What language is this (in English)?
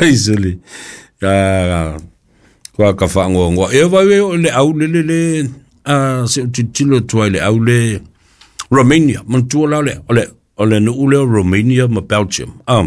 Samoan